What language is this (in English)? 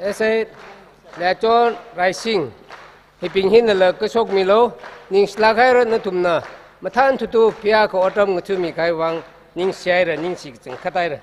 Tangkhul Naga (India)